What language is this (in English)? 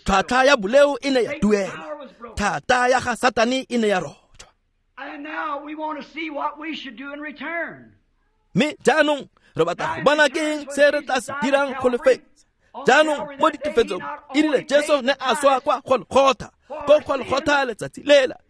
Tswana